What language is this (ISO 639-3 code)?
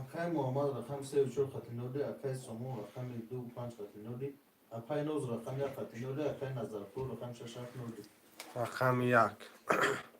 tgk